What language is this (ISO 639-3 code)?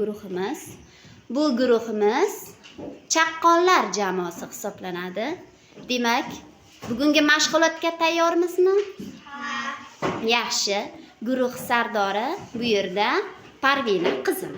uzb